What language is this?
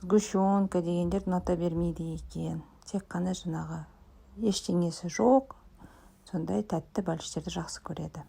Kazakh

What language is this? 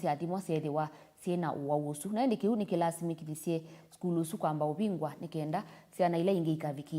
Kamba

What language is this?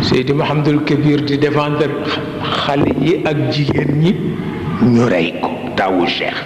Wolof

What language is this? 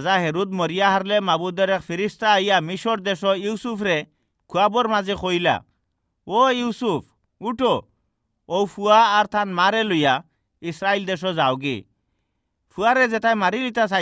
Sylheti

